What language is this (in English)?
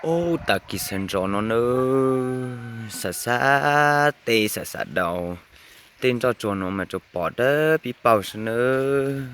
Hmong